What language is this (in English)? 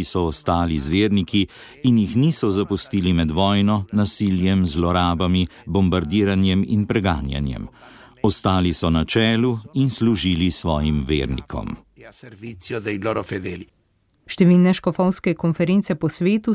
Slovenian